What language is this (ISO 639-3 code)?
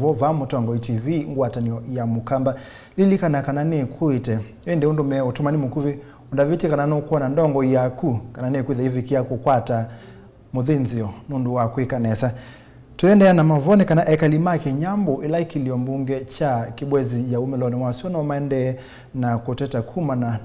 kam